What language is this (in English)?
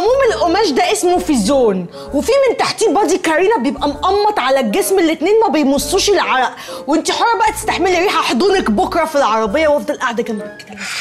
Egyptian Arabic